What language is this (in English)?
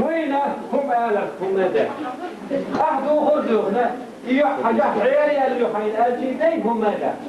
Chechen